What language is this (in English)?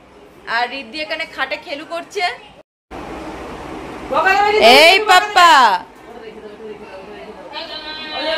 Bangla